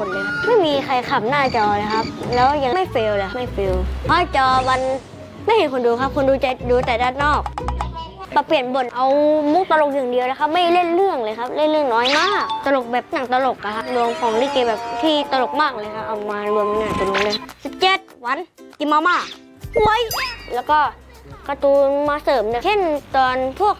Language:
Thai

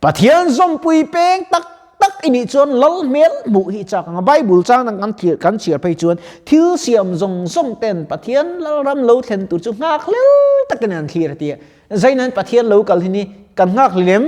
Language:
Mizo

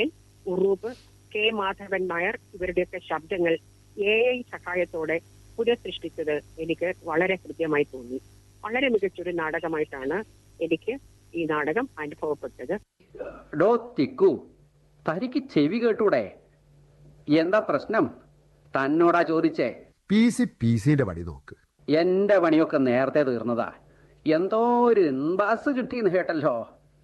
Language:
Malayalam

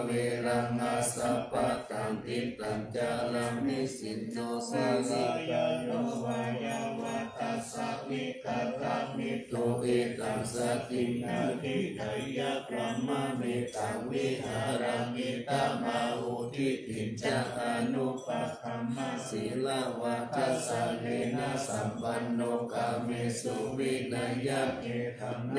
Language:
Pali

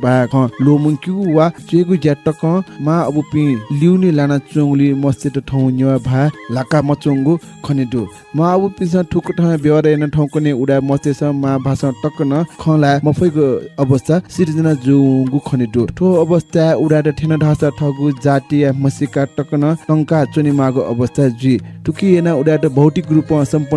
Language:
Newari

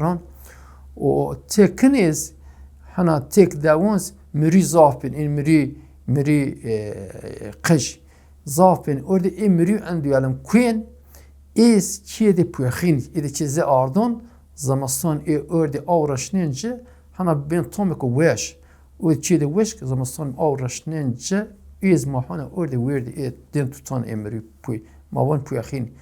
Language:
Zaza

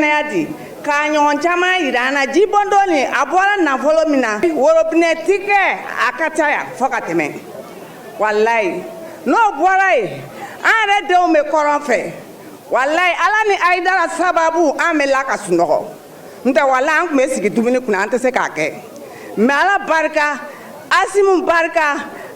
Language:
Bambara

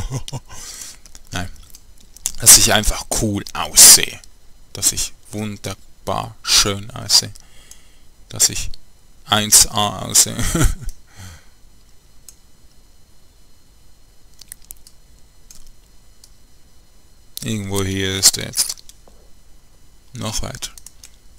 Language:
German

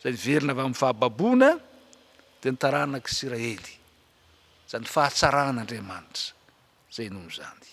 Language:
Malagasy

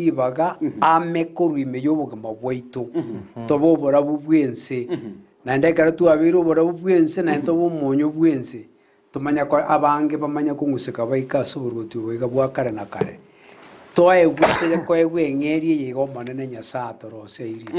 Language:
Gusii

